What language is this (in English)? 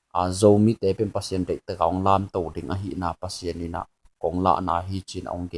Tedim Chin